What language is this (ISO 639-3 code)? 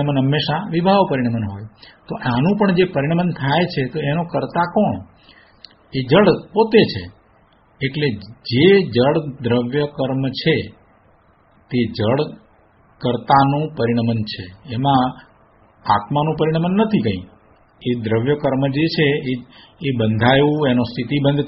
guj